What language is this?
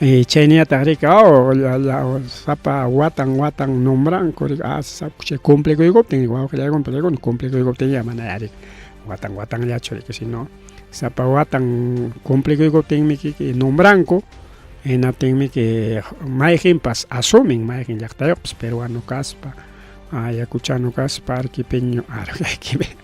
Ayacucho Quechua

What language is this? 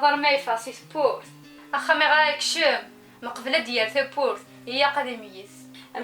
Kabyle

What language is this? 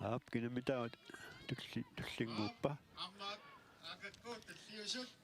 Kalaallisut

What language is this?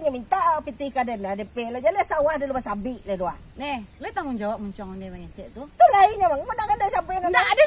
Minangkabau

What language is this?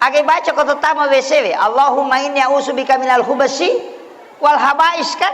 Buginese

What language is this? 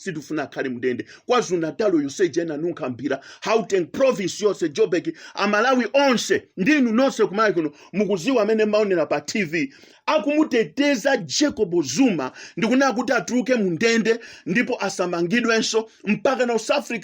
Nyanja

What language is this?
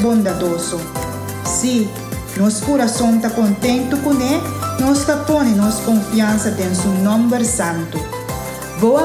Papiamento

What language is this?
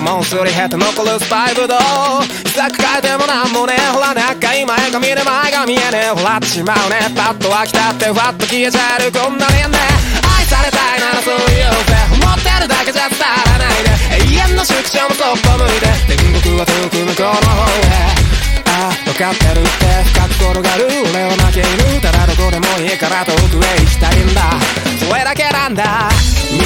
Japanese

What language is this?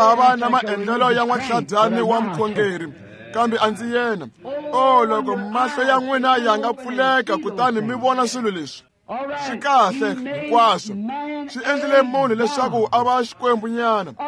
Tsonga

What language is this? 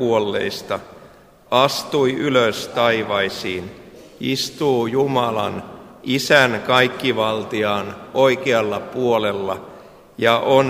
Finnish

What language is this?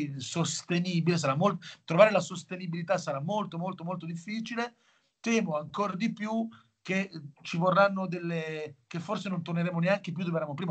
Italian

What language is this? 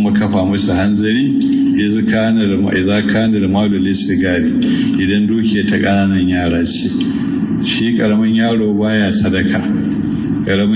Hausa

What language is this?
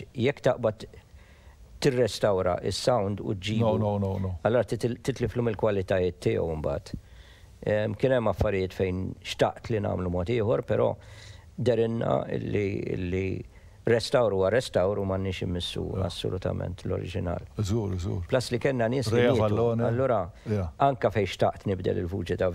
Maltese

